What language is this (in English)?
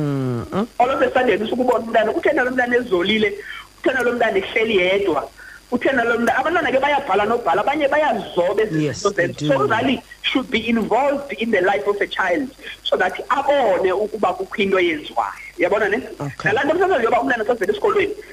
Xhosa